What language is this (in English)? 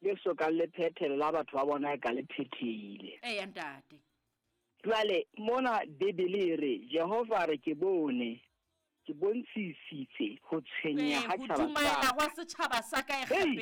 Southern Sotho